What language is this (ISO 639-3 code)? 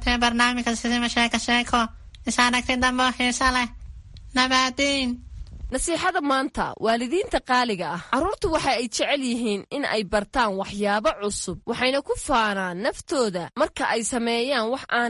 som